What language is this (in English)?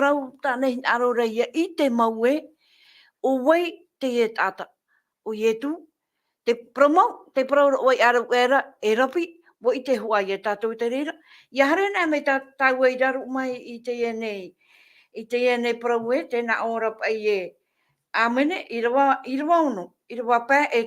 Tahitian